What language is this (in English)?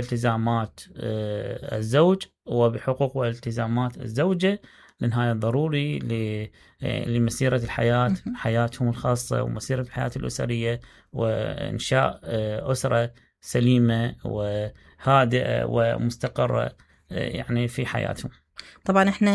Mesopotamian Arabic